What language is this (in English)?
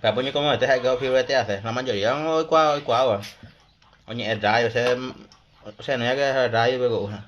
Guarani